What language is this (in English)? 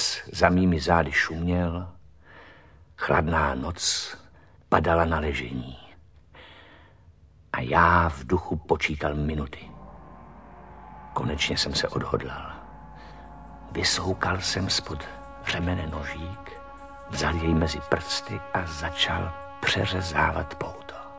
Czech